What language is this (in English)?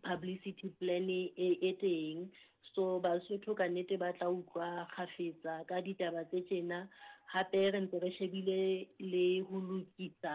Southern Sotho